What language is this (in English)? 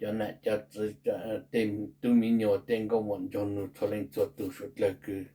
Hmong